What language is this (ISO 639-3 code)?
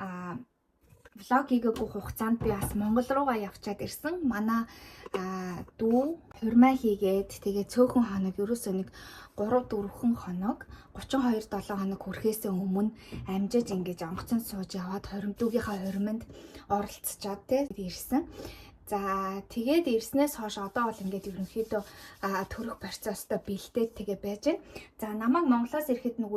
mon